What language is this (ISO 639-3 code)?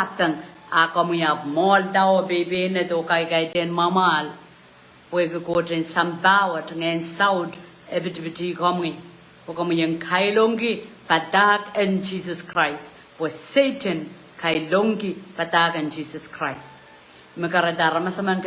pon